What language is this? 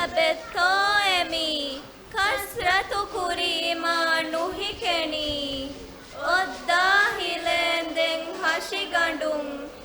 Divehi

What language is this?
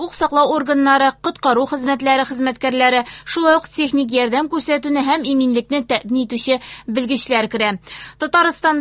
Tatar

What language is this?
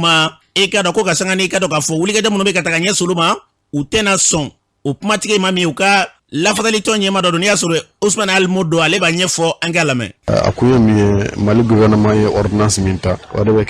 Bambara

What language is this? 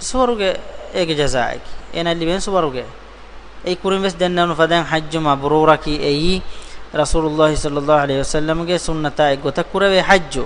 Divehi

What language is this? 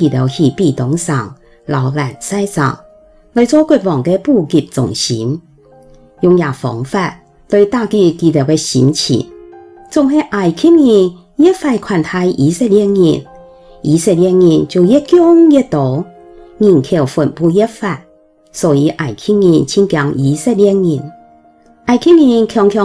Hakka Chinese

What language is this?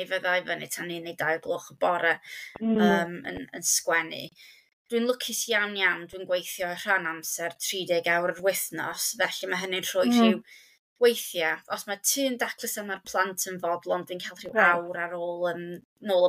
Welsh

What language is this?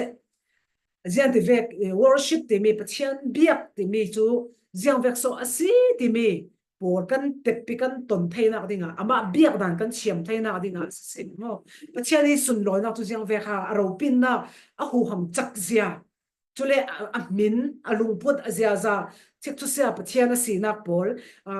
Falam Chin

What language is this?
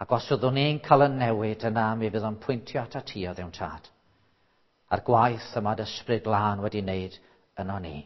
Welsh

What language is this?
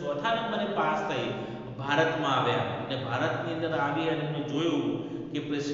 Gujarati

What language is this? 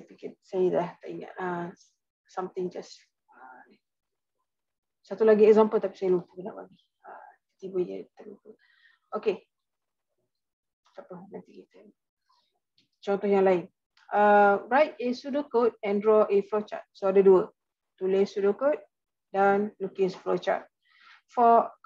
Malay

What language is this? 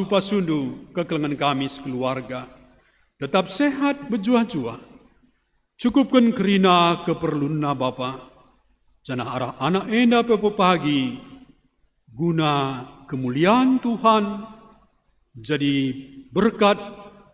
Batak Karo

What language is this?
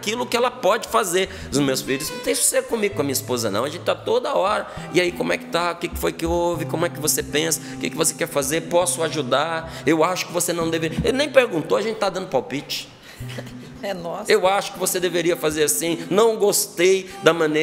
Portuguese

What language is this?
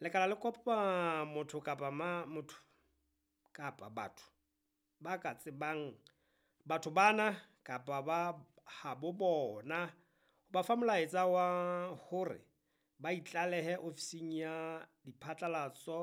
Southern Sotho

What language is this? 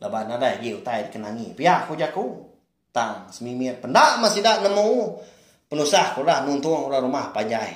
Iban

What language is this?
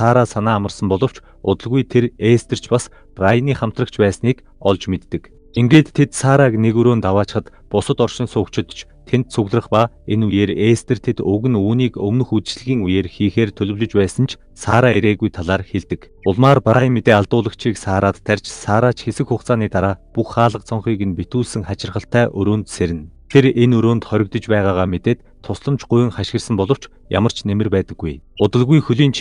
Mongolian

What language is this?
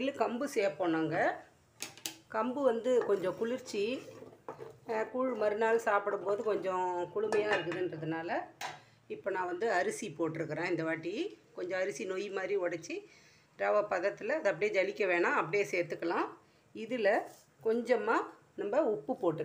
Tamil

